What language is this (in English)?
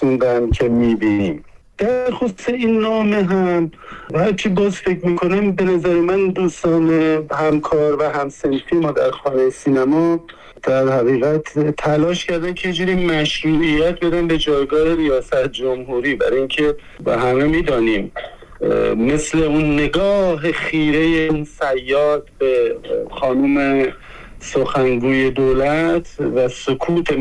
Persian